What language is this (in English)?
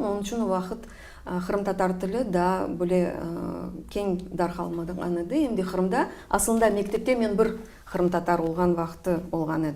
Crimean Tatar